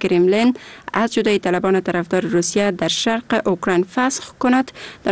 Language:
Persian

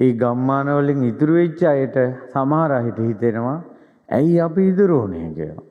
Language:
Sinhala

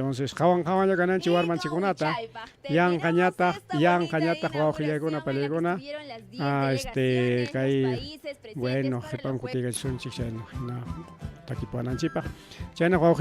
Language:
Ayacucho Quechua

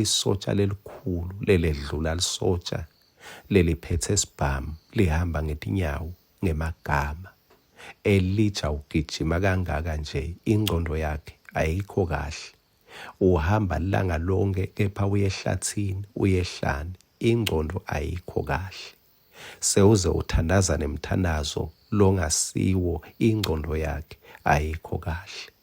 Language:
Swati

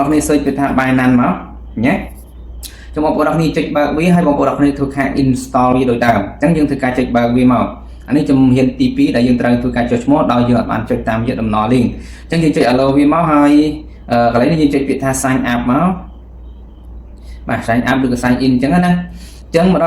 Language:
Khmer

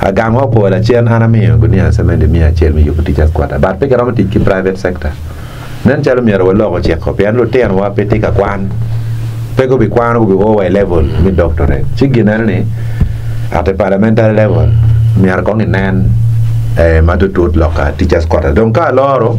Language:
Acoli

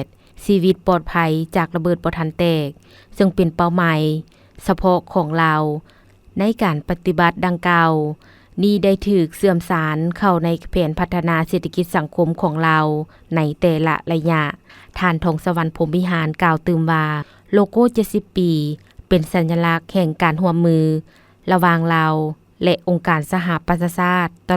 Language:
Lao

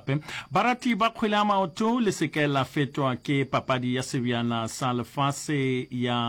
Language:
Northern Sotho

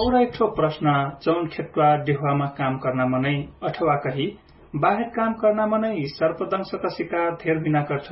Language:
Dangaura Tharu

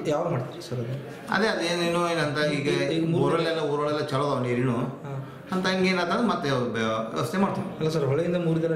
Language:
Kannada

